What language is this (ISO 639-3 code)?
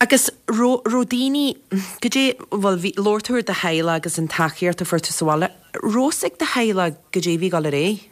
gle